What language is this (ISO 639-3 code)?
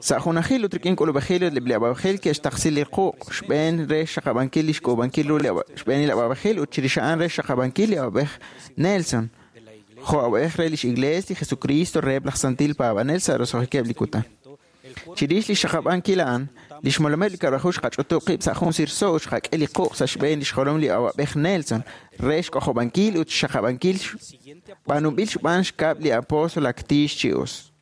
kek